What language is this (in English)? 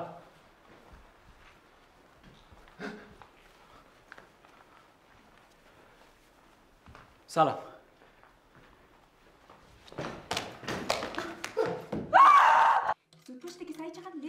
Persian